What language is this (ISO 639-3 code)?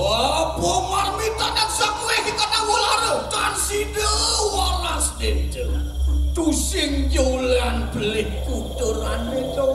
ban